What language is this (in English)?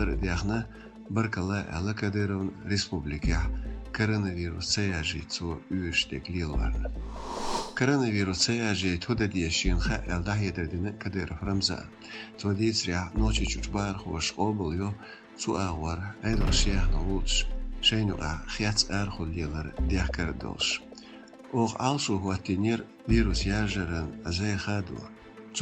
Chechen